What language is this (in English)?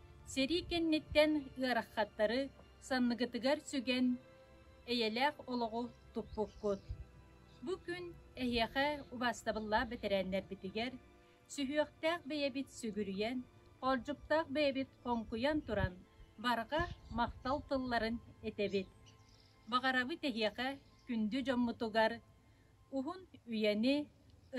Yakut